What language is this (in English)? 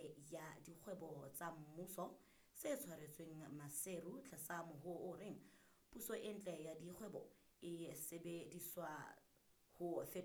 Southern Sotho